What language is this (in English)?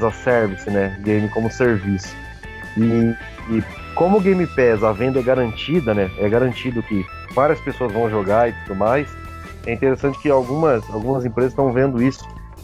Portuguese